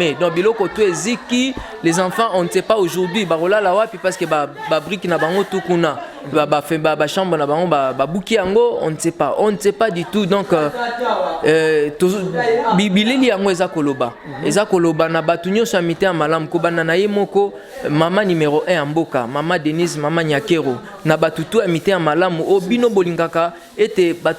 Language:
Lingala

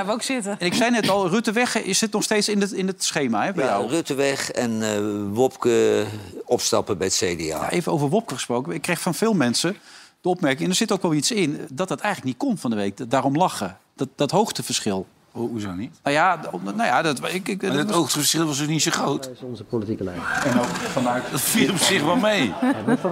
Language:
Dutch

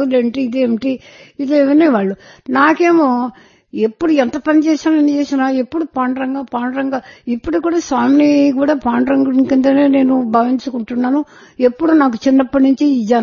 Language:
Telugu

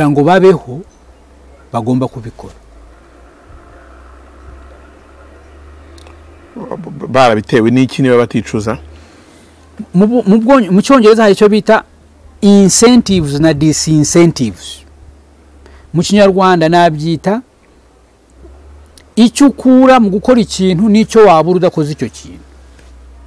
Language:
Kinyarwanda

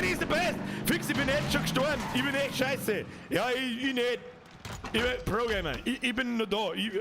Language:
Bavarian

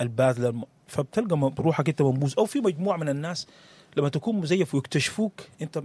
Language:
Sudanese Arabic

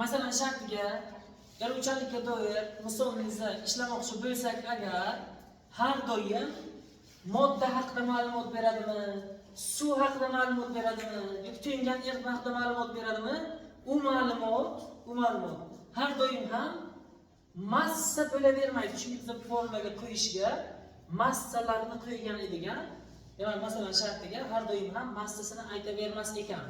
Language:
Uzbek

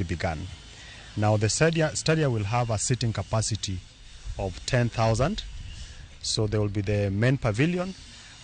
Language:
Luo (Kenya and Tanzania)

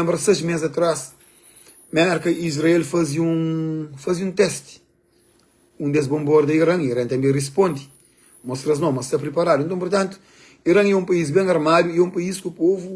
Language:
Kabuverdianu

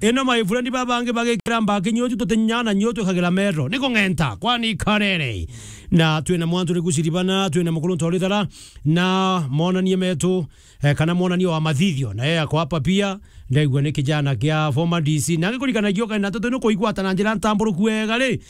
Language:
Meru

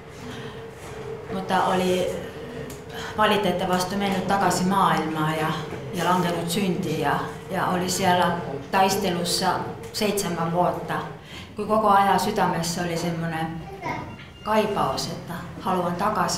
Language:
Finnish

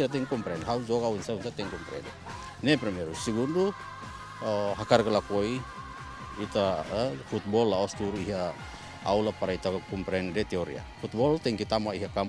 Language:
Tetum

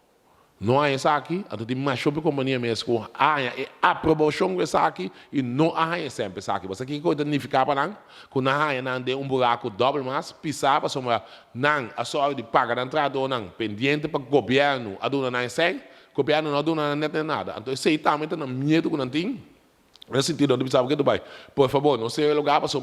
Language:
Papiamento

